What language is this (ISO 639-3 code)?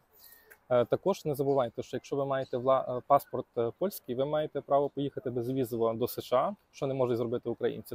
ukr